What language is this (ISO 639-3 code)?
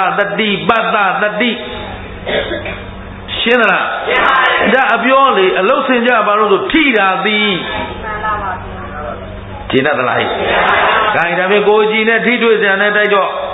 mya